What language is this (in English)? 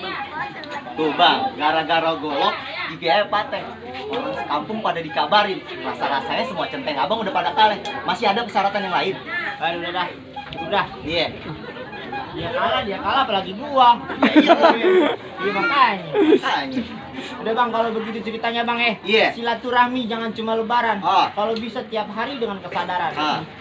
Betawi